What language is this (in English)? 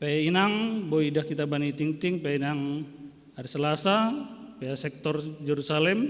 Batak Simalungun